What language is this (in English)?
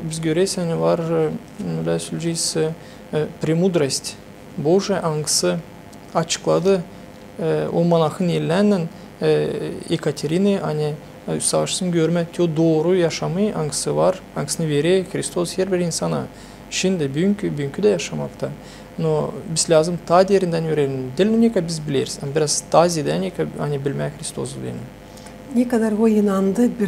Gagauz